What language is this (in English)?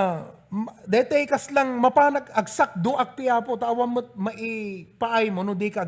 Iloko